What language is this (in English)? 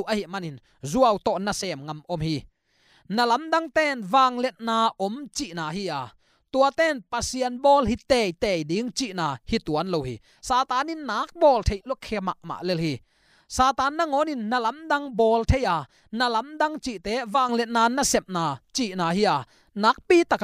Tedim Chin